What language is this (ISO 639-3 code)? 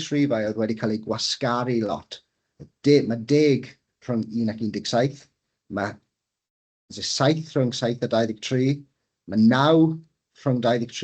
cym